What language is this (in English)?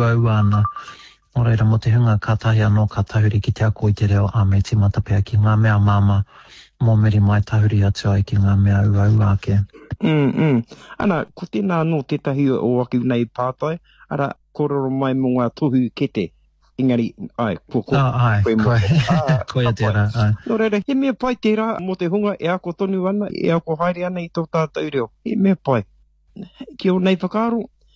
Māori